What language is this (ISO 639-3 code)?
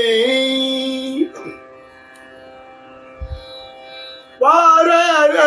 tam